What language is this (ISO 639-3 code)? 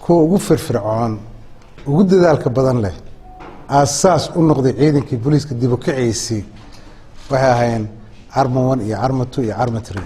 som